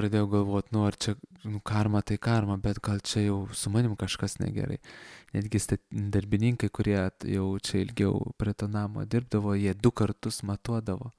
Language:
Lithuanian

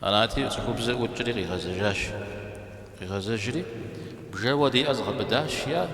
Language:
Kabardian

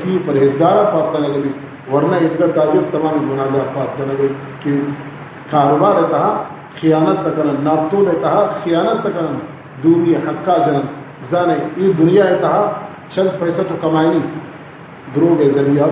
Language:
Baluchi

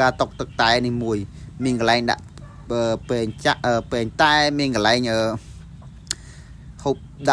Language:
Khmer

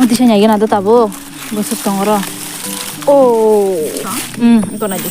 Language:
Kok Borok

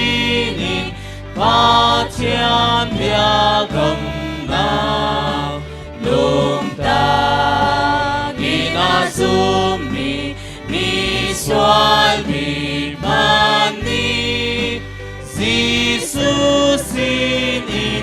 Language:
Hakha Chin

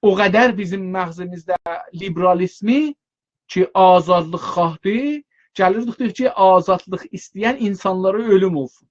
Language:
South Azerbaijani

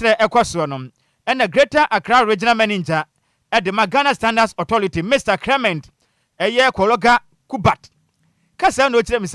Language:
Akan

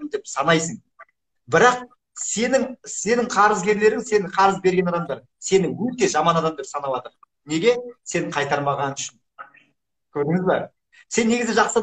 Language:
Kazakh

